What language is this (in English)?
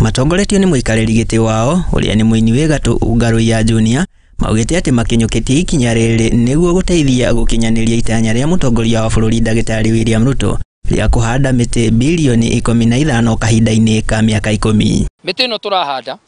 Kikuyu